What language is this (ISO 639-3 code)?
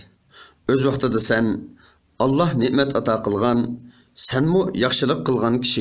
uig